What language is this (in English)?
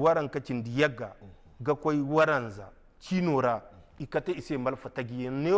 Zarma